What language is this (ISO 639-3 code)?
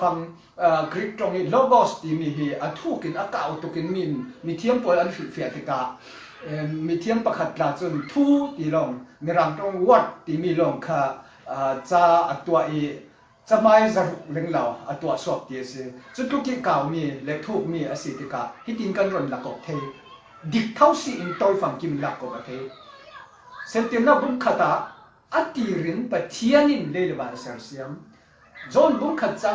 cfm